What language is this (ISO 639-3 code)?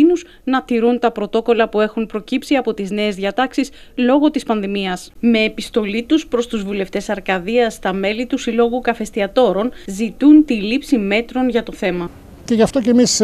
ell